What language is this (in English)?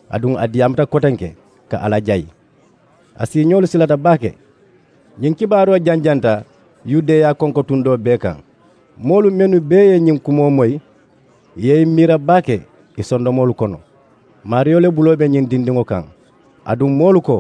Mandingo